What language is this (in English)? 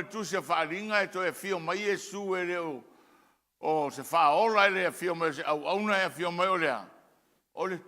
Samoan